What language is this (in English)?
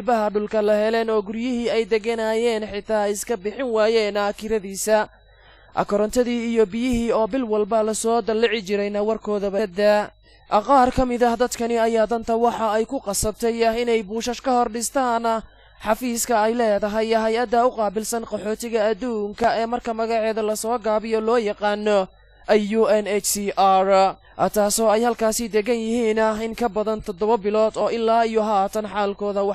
Somali